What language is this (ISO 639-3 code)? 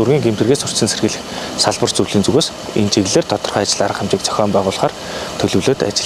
mon